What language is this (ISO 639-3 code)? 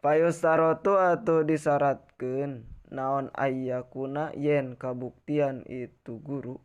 sun